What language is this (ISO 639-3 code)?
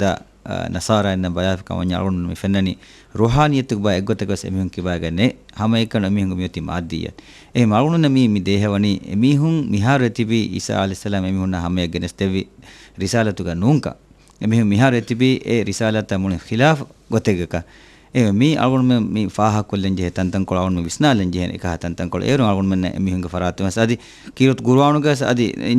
div